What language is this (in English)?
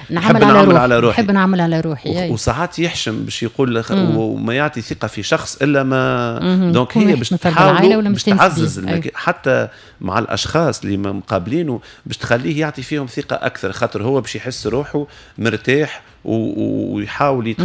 Tunisian Arabic